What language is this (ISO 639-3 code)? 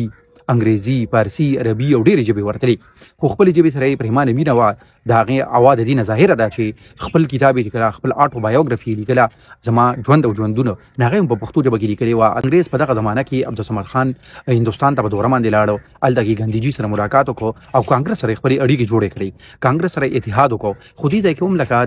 pus